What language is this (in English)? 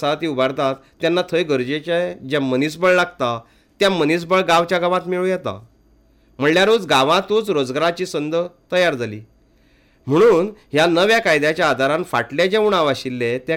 Konkani